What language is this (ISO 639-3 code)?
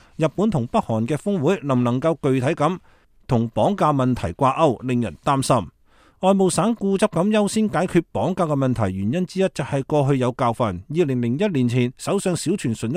yue